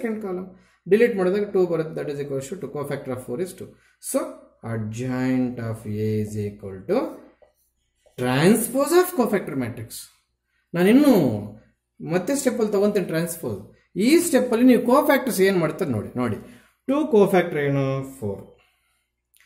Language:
Kannada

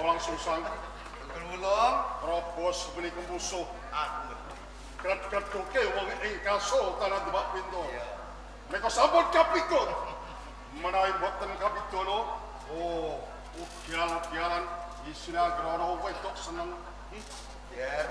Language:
Javanese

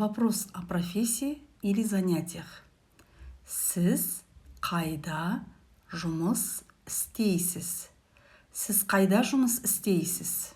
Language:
Kazakh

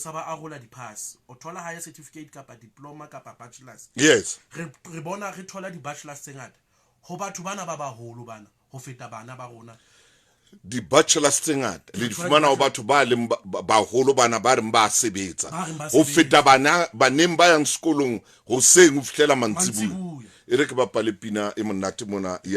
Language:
Southern Sotho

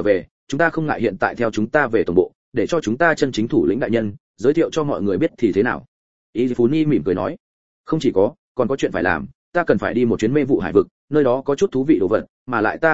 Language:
Vietnamese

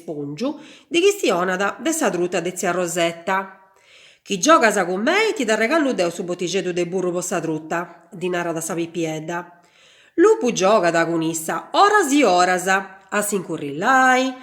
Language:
Sardinian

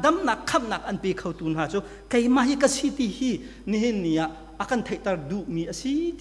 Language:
Hakha Chin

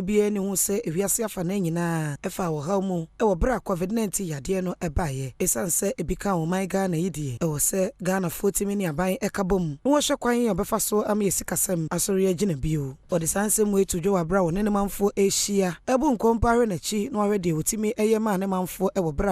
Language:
Akan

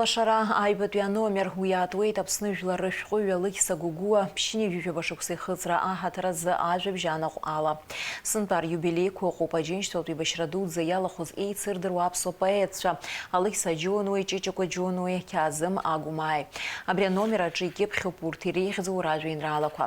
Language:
Abkhazian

